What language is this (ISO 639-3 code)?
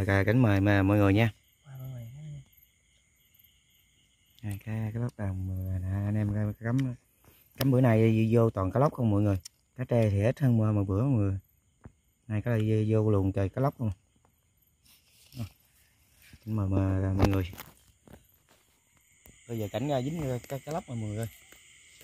vie